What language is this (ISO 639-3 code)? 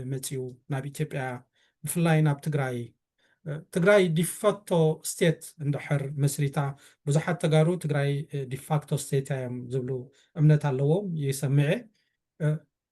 tir